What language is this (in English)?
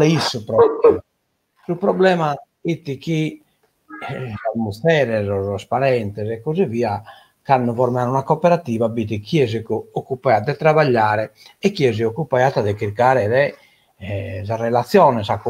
Sardinian